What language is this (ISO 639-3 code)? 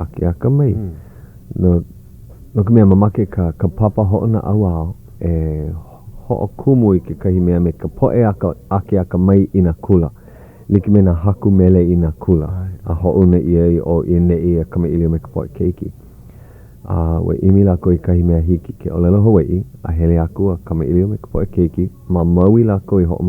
haw